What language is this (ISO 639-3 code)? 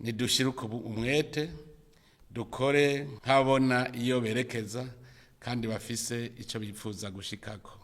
run